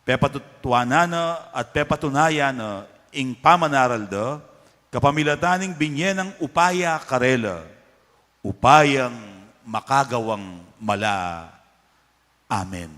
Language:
Pampanga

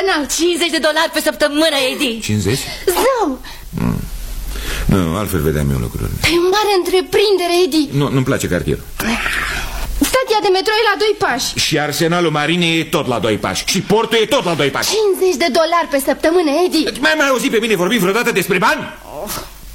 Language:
Romanian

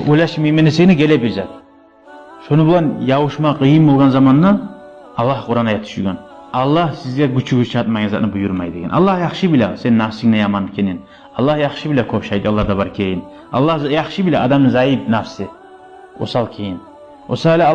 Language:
Kumyk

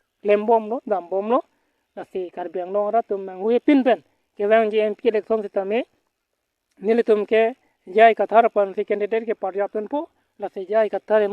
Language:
Karbi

